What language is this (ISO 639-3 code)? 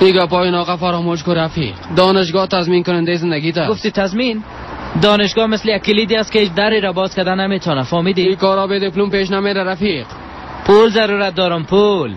fas